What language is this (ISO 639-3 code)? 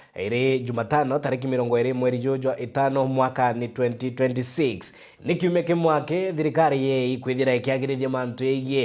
mer